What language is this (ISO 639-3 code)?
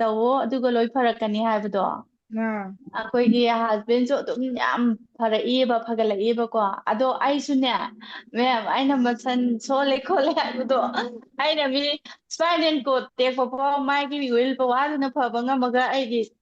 mni